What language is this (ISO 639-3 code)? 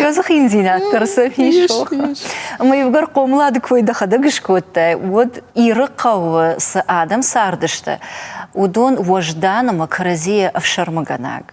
oss